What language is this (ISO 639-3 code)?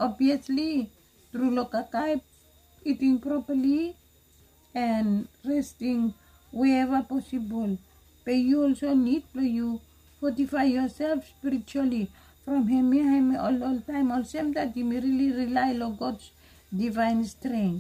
bis